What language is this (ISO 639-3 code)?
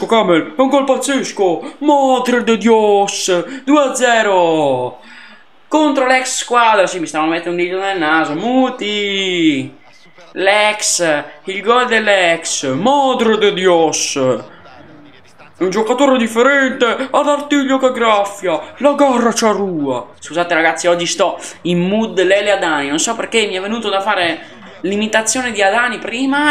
ita